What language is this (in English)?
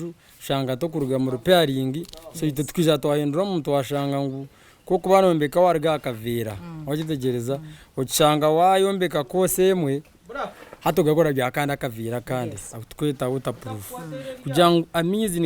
Nyankole